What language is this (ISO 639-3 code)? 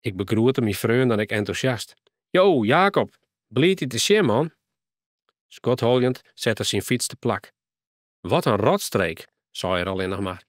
fry